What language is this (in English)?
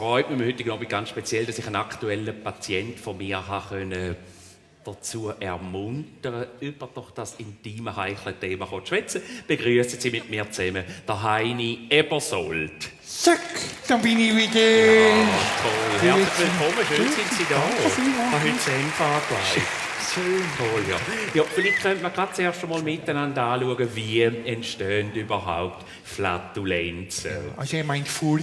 Swiss German